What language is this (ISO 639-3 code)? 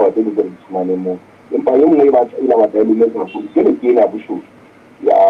sot